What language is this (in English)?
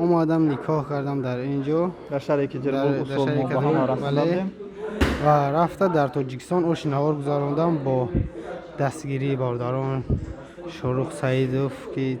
Tajik